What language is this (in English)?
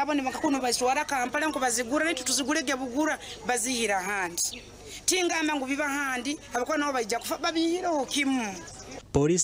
Nyankole